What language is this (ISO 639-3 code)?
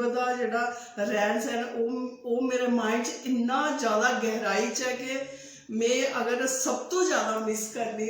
doi